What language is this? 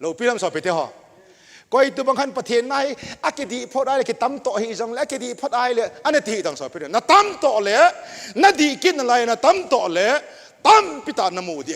Thado Chin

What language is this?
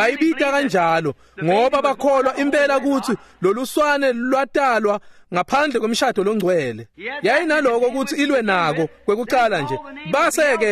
Swati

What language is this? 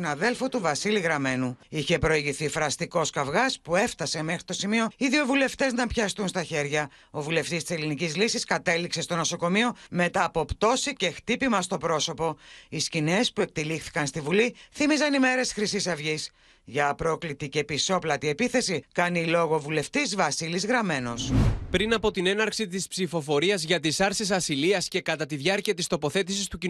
Greek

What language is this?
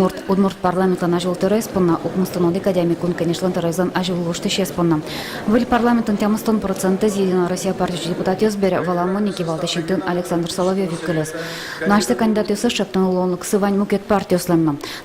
Udmurt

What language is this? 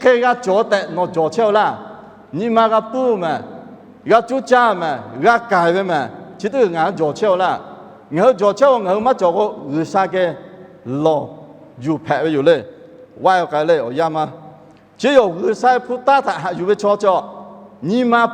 Lahu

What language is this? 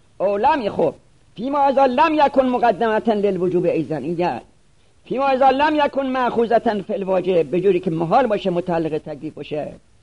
Persian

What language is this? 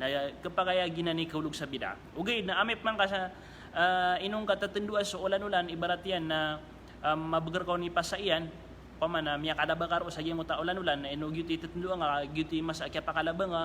Maranao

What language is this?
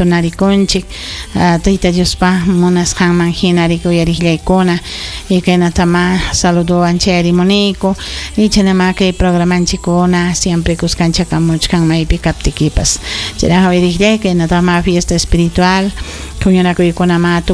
Ayacucho Quechua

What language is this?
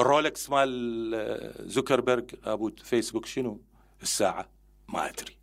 Mesopotamian Arabic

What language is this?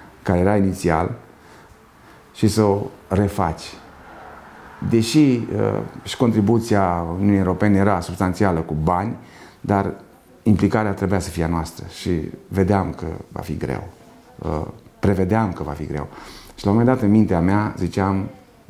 Romanian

